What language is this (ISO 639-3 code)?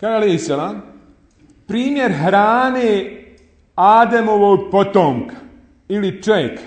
bos